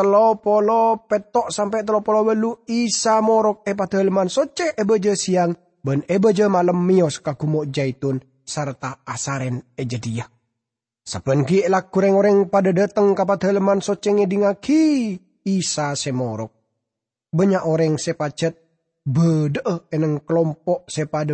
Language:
Madurese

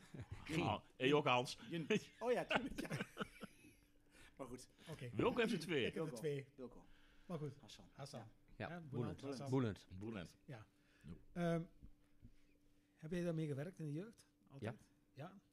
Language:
Dutch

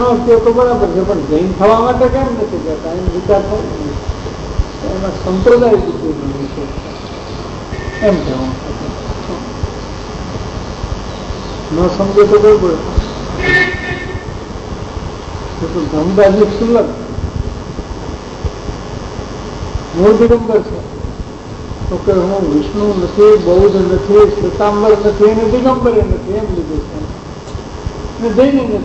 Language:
Gujarati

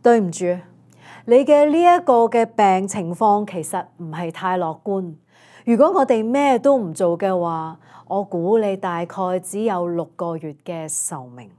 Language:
Cantonese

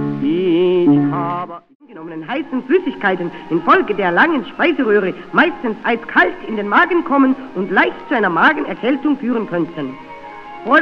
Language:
German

